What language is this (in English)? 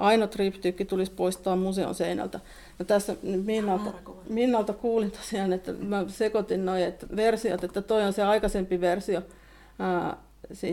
Finnish